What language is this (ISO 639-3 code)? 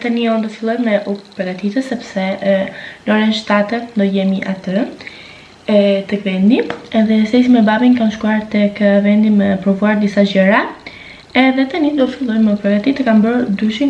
sqi